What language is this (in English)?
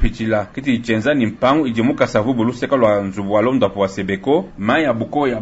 Luba-Lulua